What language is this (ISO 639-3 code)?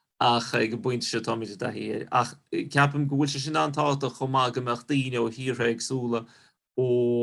gle